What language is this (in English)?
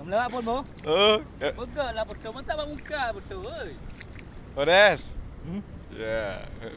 Achinese